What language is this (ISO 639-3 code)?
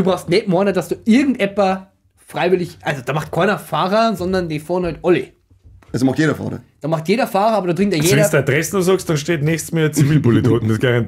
bar